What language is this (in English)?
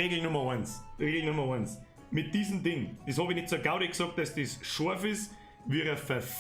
Bavarian